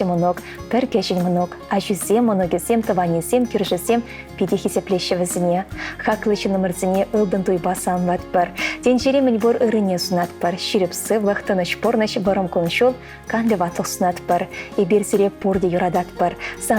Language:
Chuvash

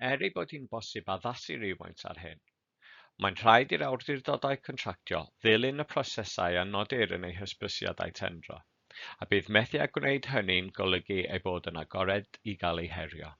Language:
Welsh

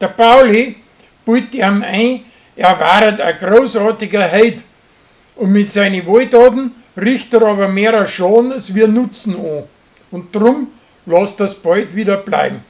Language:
Bavarian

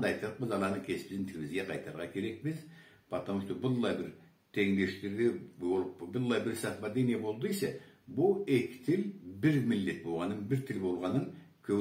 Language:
Karachay-Balkar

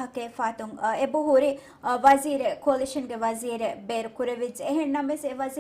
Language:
Divehi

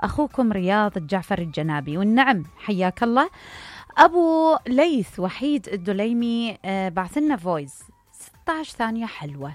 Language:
Mesopotamian Arabic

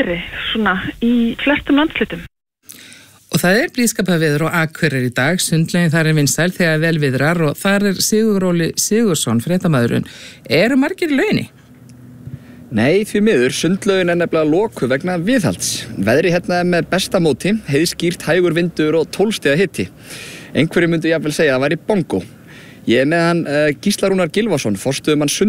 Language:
Icelandic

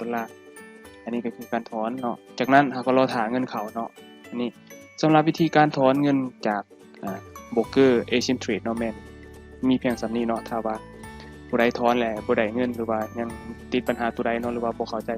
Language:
Lao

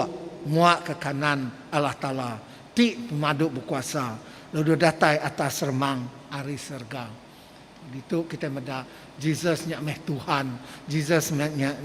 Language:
Iban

